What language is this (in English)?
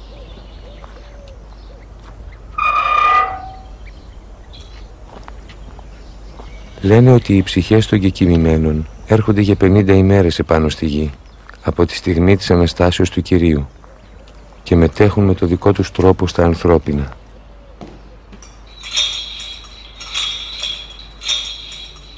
Greek